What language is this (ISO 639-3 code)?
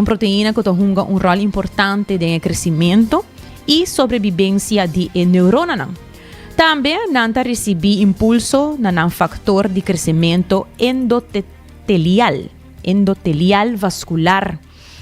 pap